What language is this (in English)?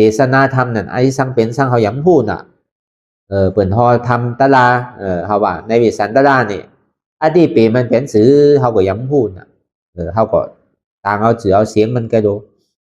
Shan